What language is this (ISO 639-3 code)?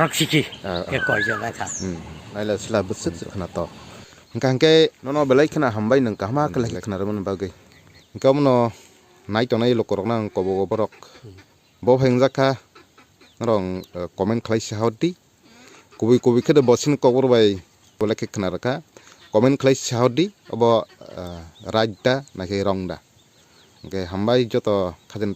trp